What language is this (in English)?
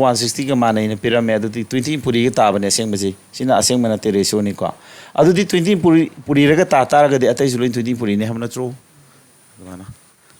Manipuri